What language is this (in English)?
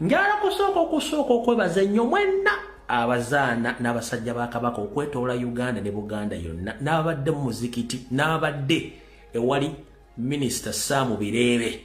Ganda